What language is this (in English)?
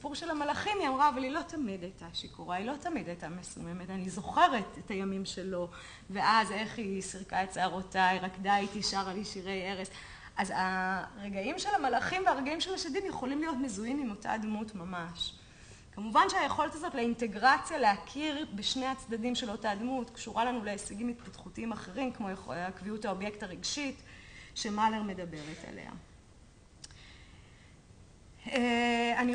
Hebrew